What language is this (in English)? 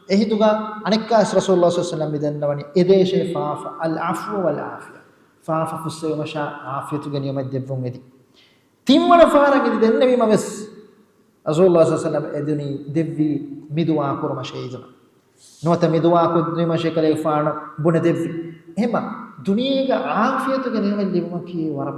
Divehi